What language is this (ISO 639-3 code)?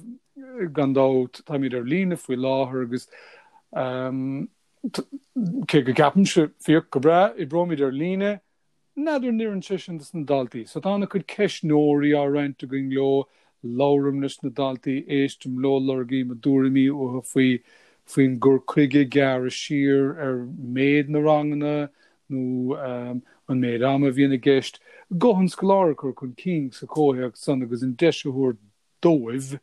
gle